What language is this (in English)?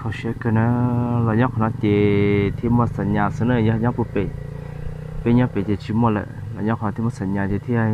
Hmong